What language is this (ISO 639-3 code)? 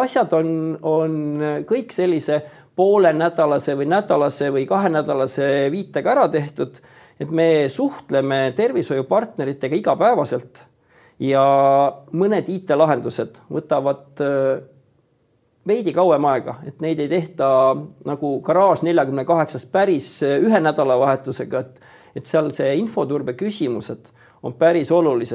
est